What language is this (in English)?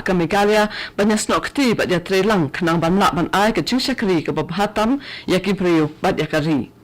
Khasi